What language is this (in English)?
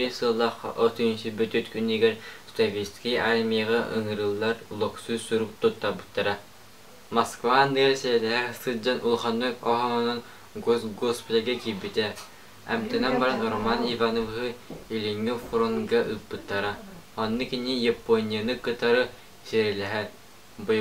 Yakut